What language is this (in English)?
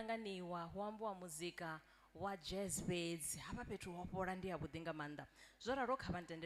Venda